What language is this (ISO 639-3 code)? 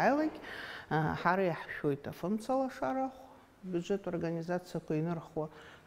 abk